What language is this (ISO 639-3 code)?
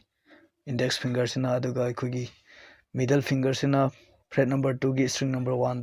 mni